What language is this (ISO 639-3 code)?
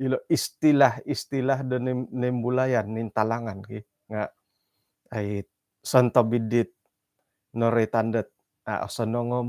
dtp